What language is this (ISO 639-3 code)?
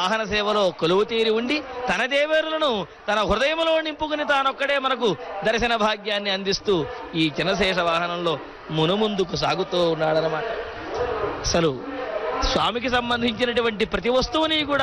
tel